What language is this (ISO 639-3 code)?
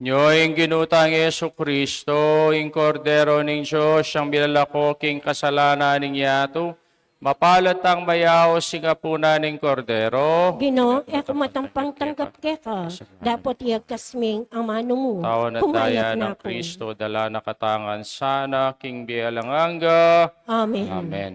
pam